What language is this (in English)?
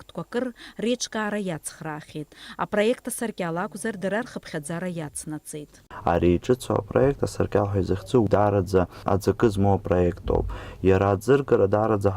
Abkhazian